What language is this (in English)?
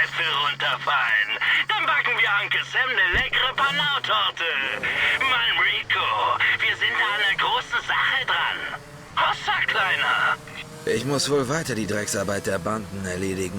Bavarian